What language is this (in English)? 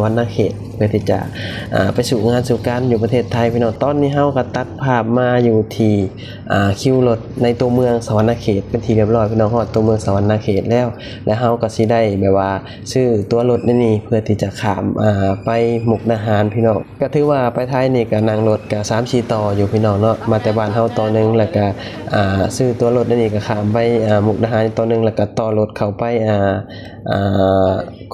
Lao